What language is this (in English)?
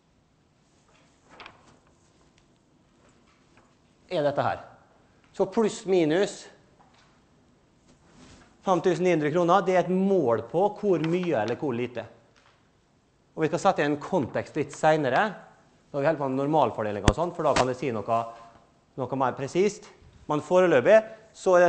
Norwegian